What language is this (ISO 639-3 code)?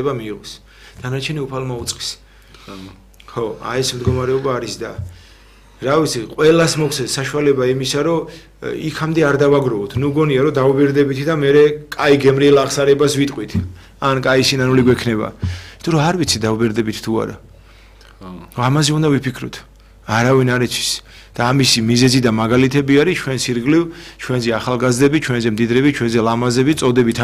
kat